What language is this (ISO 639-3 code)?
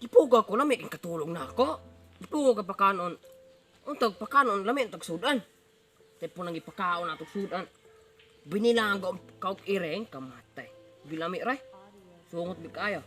ceb